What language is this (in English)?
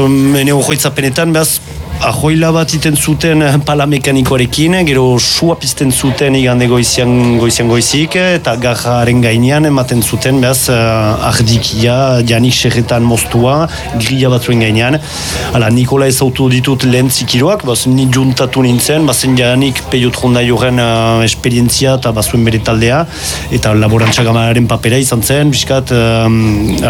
Basque